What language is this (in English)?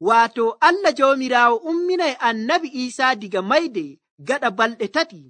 Nigerian Fulfulde